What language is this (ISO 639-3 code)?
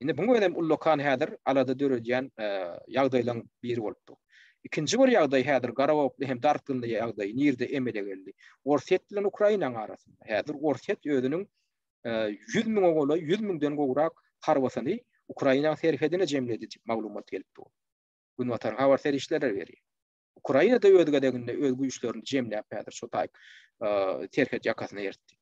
tuk